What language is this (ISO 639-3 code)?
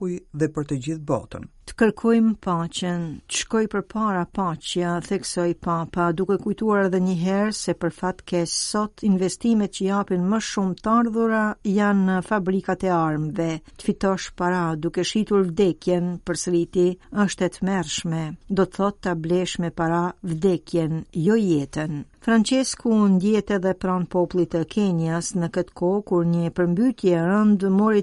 sqi